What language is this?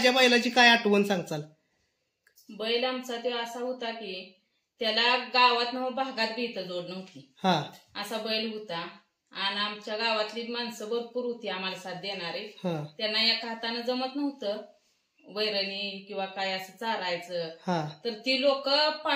Marathi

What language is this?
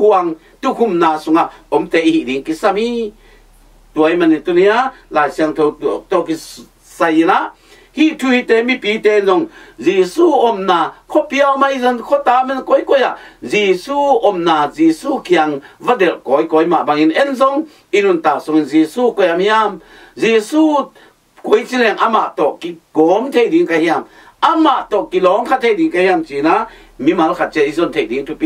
Tedim Chin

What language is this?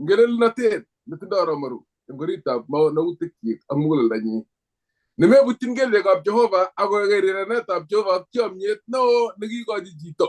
Kalenjin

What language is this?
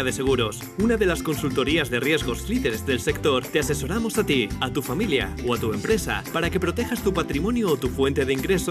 Spanish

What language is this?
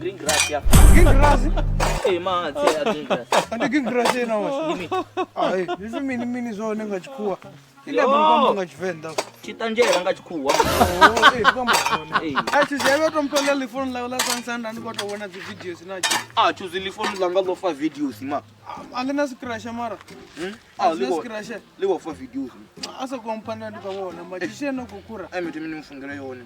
Venda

